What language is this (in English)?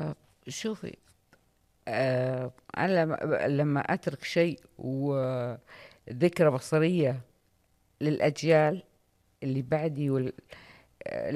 Najdi Arabic